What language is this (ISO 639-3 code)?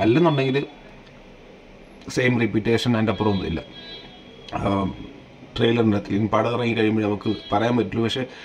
mal